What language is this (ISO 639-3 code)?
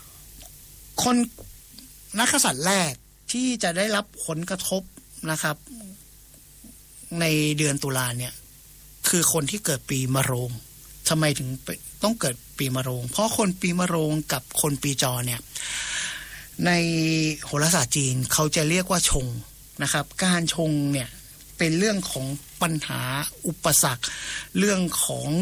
tha